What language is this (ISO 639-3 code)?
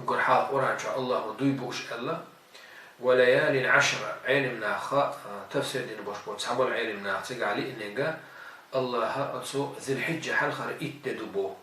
che